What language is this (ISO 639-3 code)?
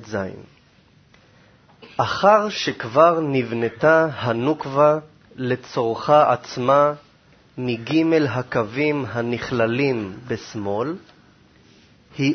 heb